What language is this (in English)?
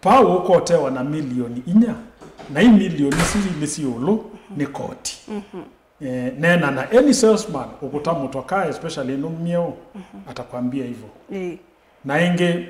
Kamba